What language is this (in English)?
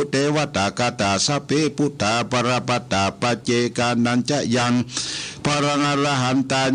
Pali